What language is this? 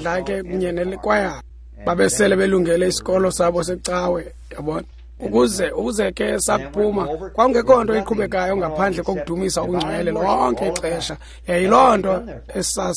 Xhosa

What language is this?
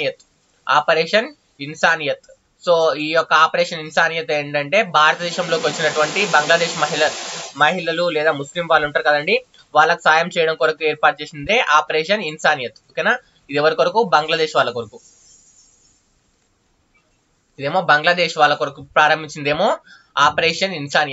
Telugu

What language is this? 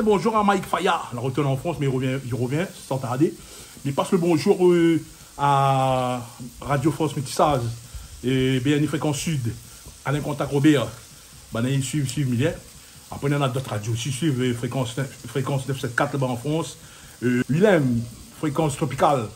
Réunion Creole French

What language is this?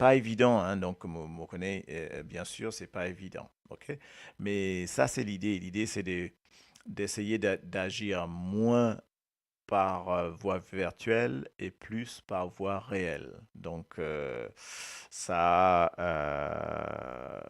Morisyen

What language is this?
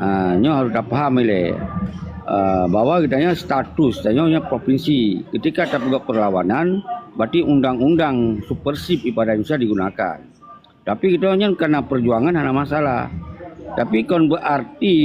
Achinese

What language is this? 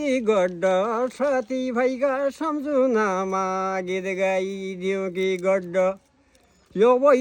Nepali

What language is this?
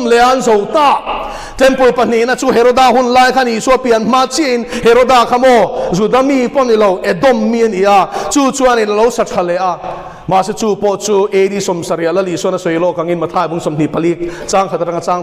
Mizo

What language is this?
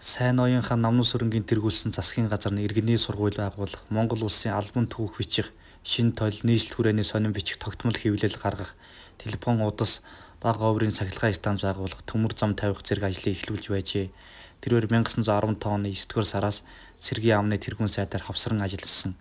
Mongolian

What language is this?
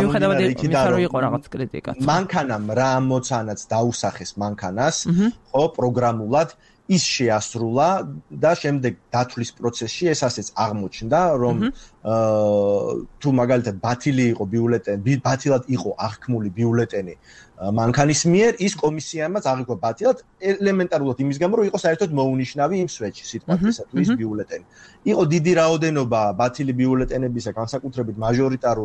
Georgian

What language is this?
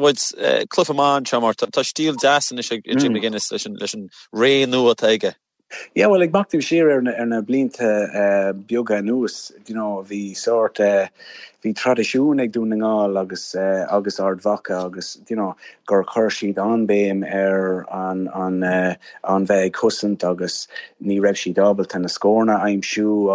Irish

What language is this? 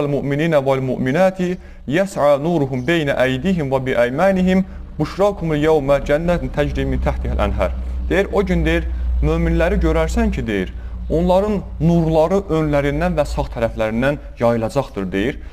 Azerbaijani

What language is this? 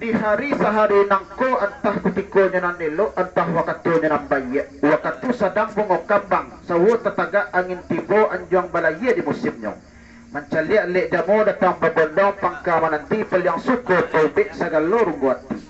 Minangkabau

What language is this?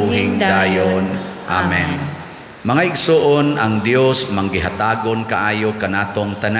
Cebuano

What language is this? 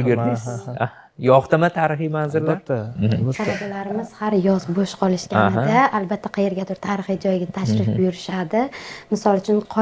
Uzbek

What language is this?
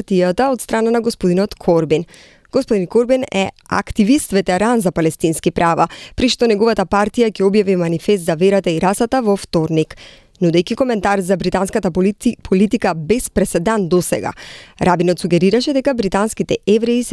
Macedonian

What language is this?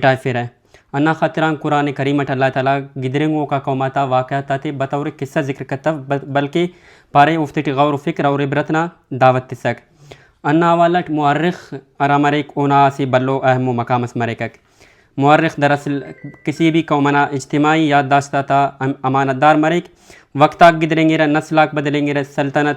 Brahui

